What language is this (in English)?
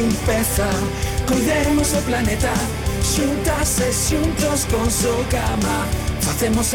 Galician